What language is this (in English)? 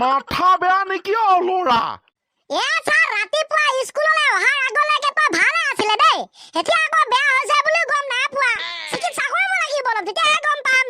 Assamese